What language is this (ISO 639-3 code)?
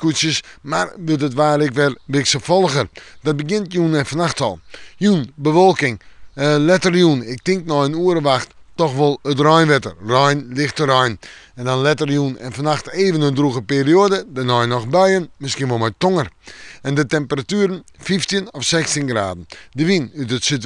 fry